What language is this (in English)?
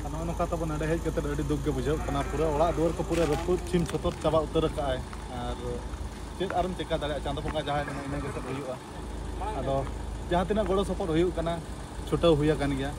Santali